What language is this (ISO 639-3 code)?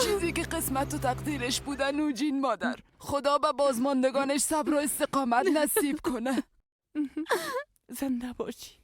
fas